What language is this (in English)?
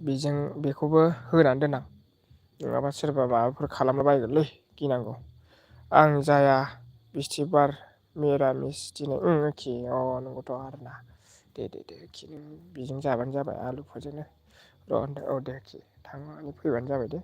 Bodo